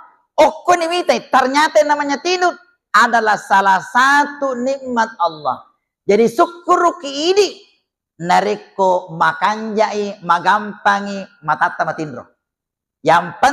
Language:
Buginese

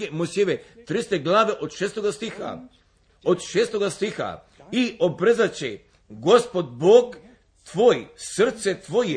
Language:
Croatian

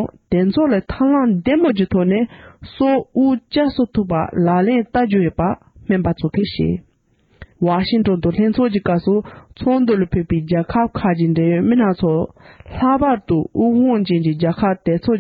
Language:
Tibetan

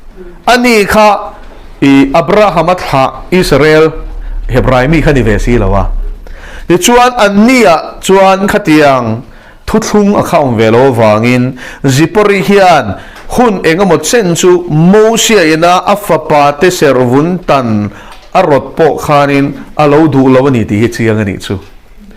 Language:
Mizo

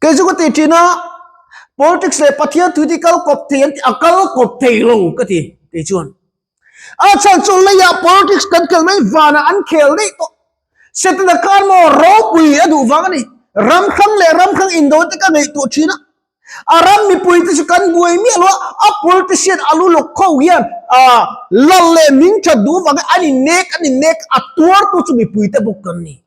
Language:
Mizo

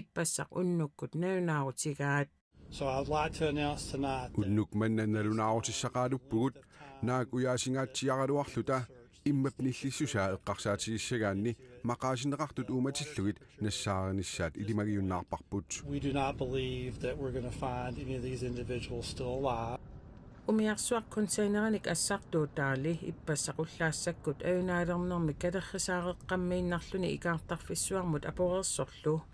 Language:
Kalaallisut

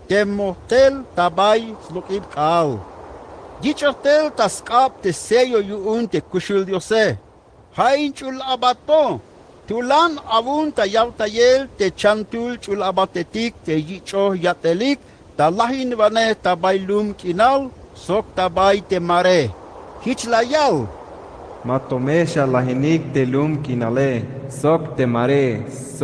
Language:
Tzeltal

